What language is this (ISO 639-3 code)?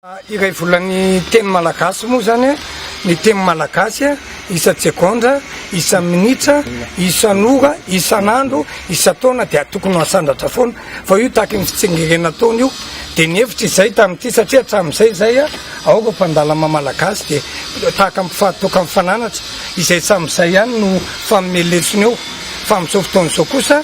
mlg